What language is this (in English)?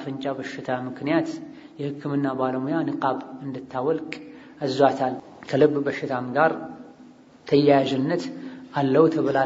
Amharic